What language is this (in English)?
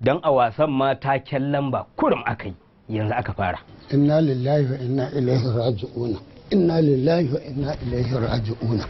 Hausa